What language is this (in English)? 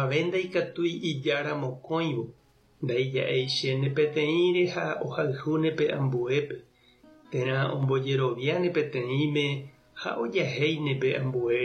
Guarani